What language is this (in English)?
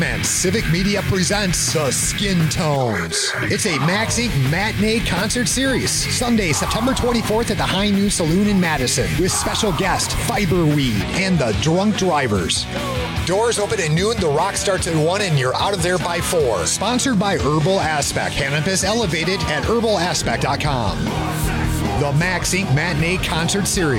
English